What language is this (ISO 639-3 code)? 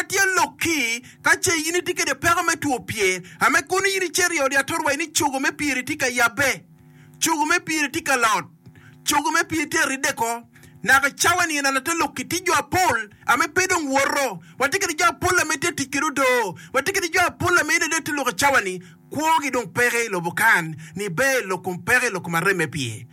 ach